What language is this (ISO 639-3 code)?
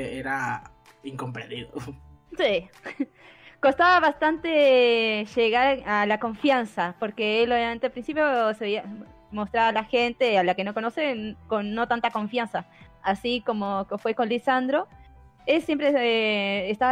spa